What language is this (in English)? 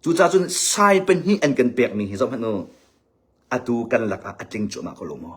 Hakha Chin